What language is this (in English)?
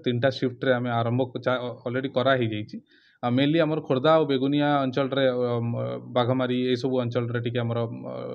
Odia